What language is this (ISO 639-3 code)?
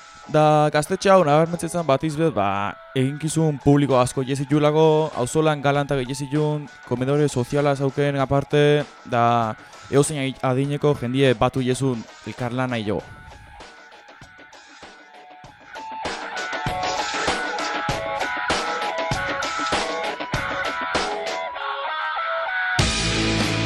eus